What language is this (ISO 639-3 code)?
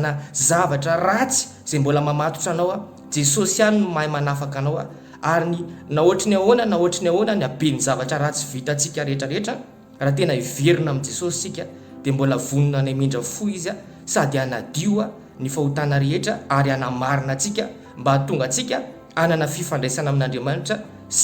mlg